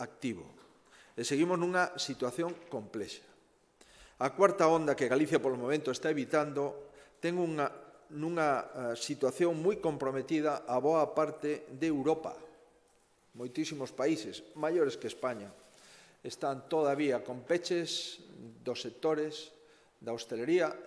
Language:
Galician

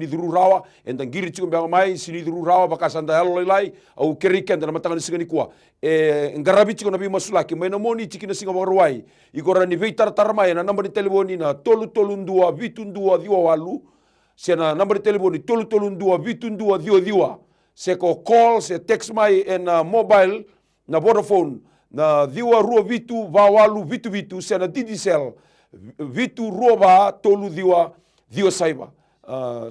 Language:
Fijian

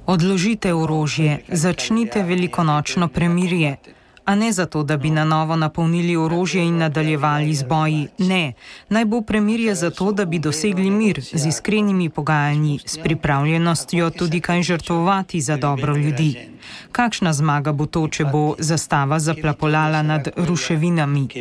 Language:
Slovenian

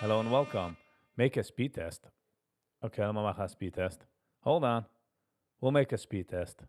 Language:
Yiddish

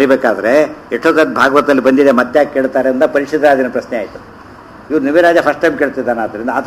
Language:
Kannada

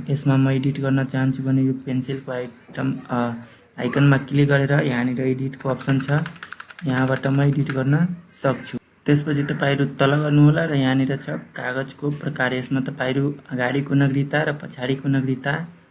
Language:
Nepali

